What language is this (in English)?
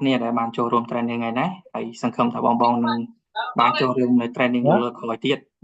Khmer